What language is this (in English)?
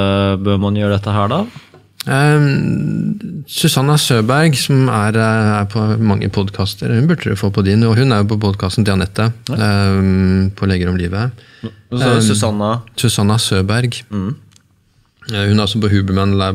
Norwegian